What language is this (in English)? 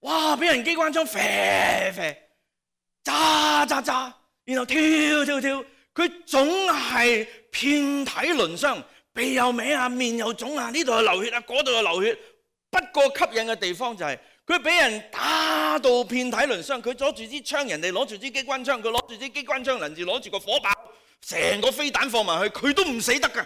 Cantonese